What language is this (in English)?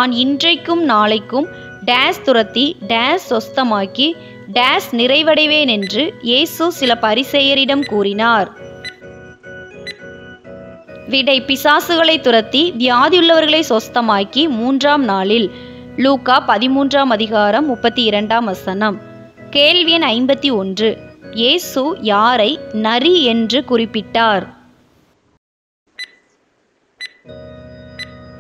Tamil